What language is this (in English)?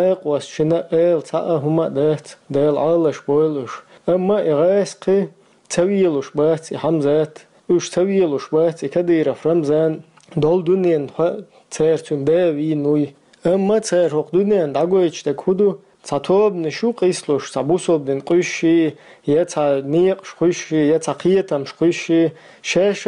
Chechen